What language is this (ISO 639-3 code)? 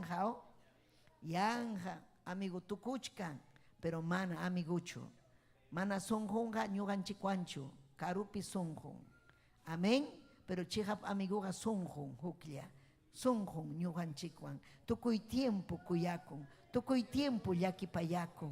quy